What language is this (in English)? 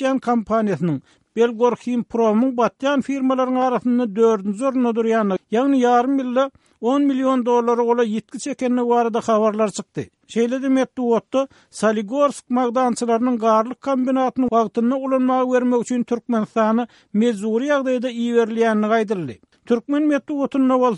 Turkmen